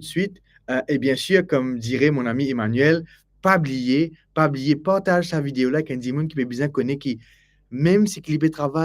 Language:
Morisyen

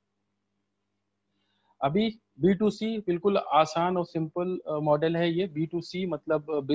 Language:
Hindi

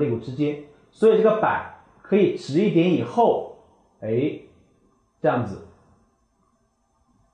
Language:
Chinese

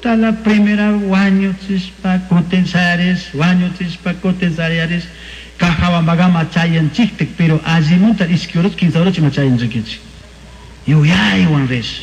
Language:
Chimborazo Highland Quichua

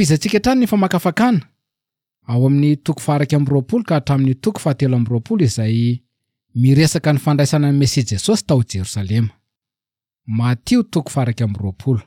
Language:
Malagasy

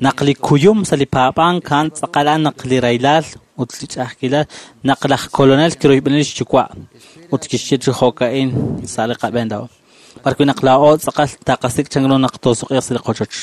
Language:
Kekchí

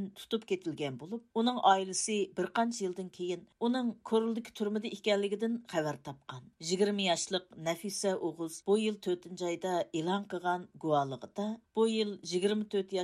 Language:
Uyghur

